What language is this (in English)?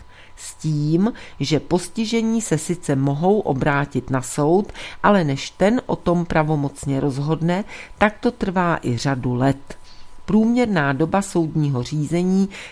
Czech